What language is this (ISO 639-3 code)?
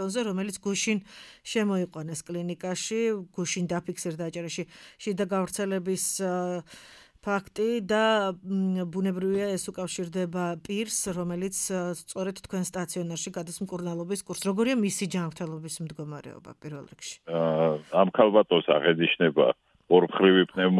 kat